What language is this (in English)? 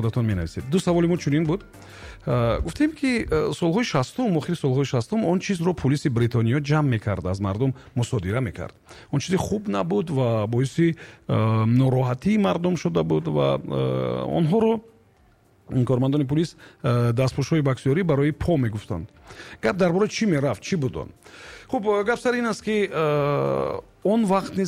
Tajik